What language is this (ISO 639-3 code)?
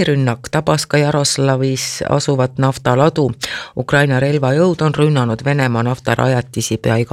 est